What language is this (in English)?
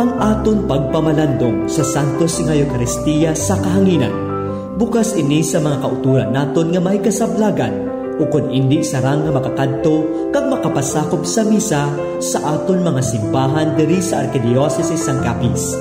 Hiligaynon